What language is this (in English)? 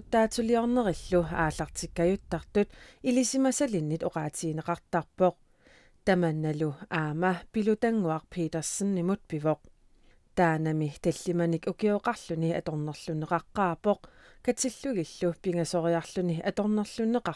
Kalaallisut